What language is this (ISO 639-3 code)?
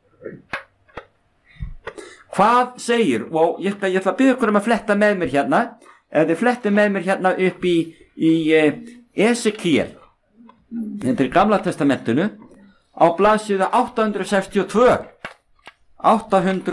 isl